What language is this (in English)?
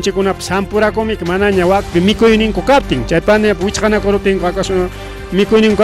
Ayacucho Quechua